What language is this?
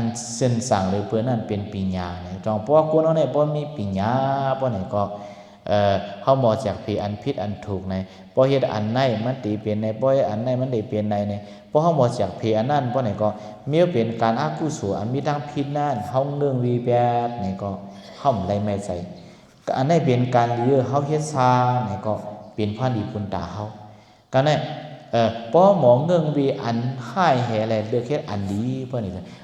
Shan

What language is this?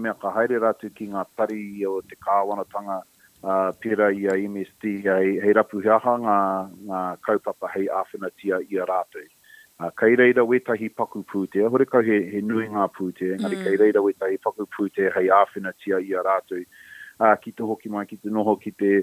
Māori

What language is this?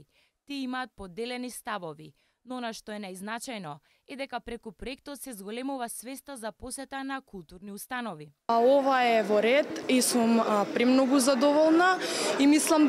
Macedonian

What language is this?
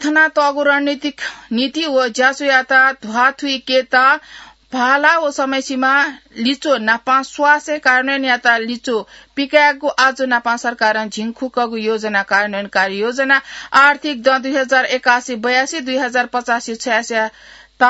Newari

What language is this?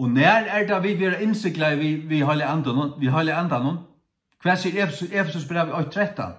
Faroese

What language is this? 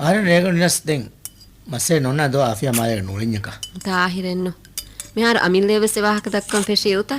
Divehi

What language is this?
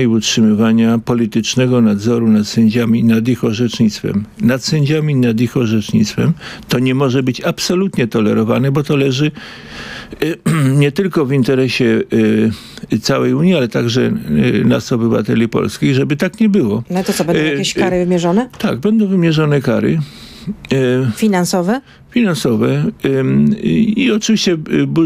Polish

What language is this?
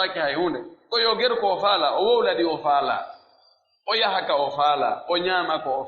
Pular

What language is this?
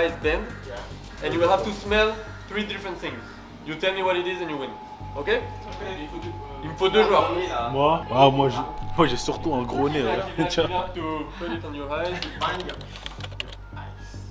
French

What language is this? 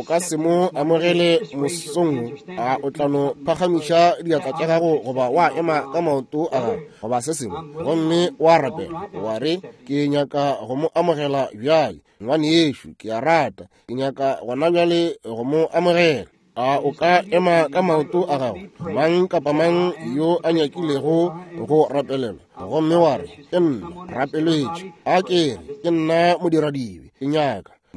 Northern Sotho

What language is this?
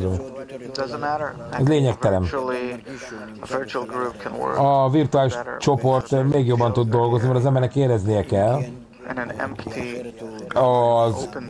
Hungarian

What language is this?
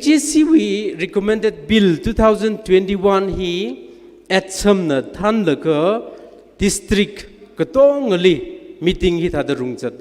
Tangkhul Naga (India)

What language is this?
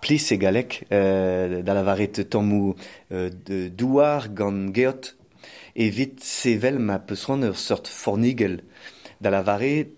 Breton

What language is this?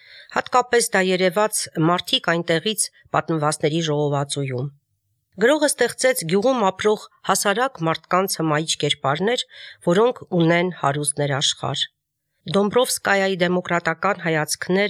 Armenian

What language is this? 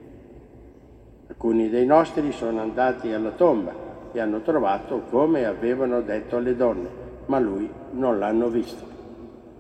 Italian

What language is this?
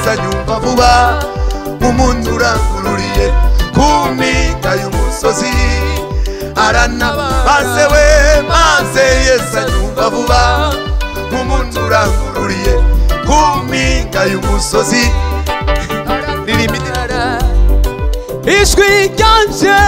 Kinyarwanda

